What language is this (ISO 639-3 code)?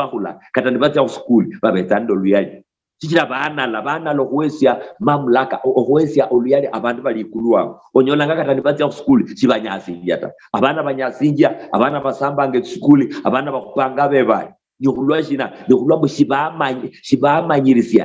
luy